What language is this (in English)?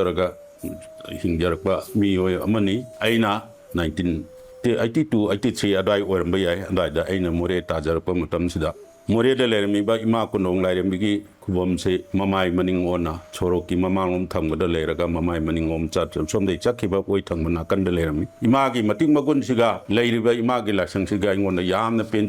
Manipuri